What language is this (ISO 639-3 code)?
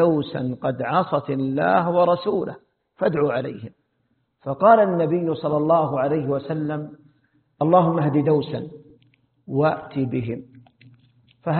ara